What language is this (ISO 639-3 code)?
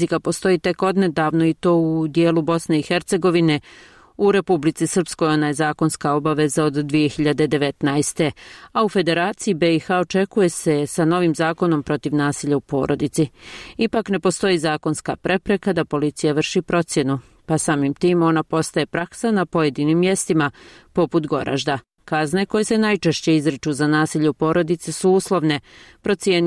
bos